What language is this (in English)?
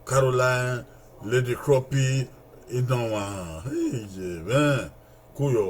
Bini